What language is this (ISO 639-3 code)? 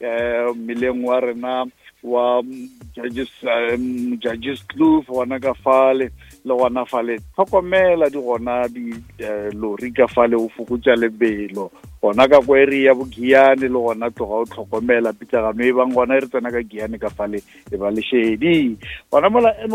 nso